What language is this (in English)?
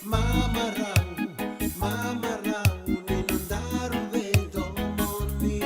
Fijian